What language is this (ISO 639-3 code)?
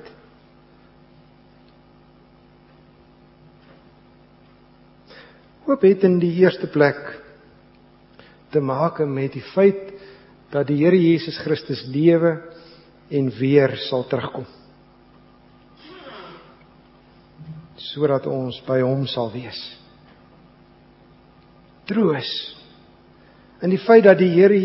afr